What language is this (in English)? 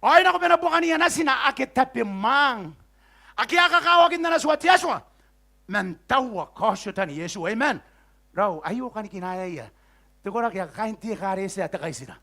Gilbertese